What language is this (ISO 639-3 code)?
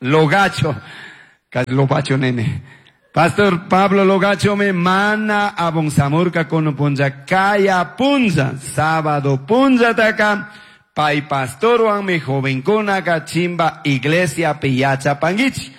qug